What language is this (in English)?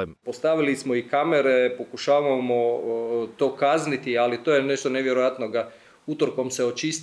Croatian